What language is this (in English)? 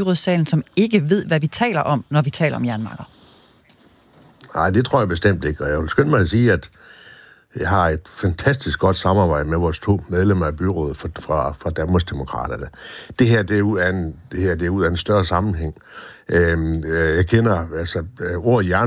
Danish